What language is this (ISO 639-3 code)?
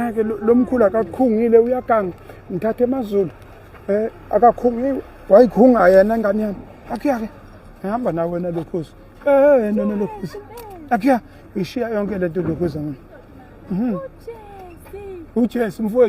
zul